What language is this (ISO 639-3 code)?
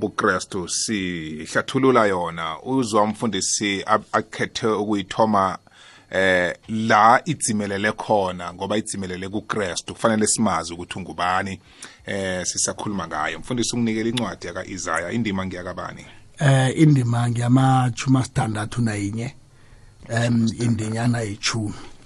nbl